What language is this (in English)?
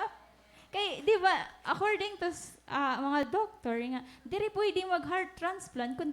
Waray